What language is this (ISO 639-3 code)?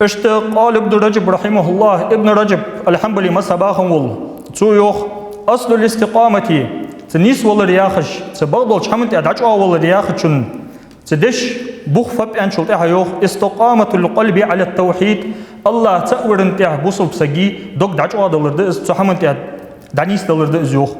inh